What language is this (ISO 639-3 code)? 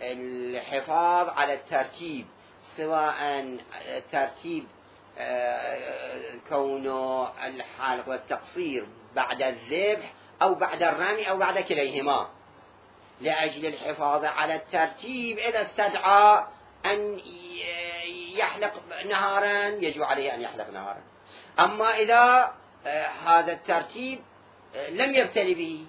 acm